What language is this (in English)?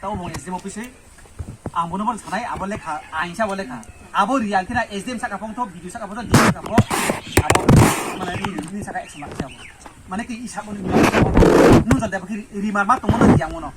Riang (India)